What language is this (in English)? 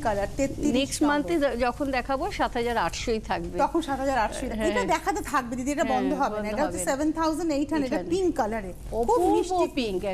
Bangla